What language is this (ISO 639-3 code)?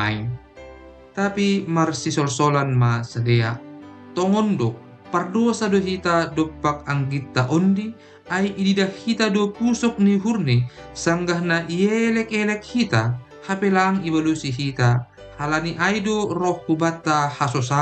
bts